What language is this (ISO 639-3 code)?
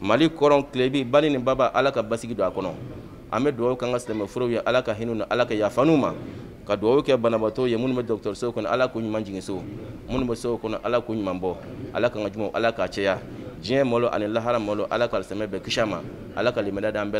bam